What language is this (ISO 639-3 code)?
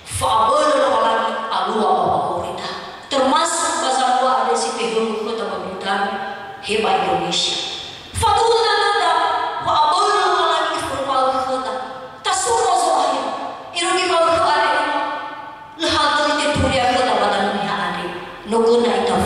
nia